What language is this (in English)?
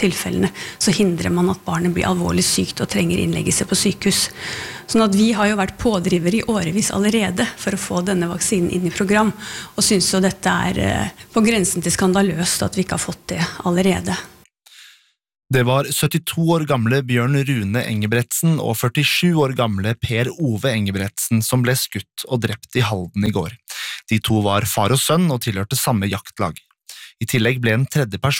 Norwegian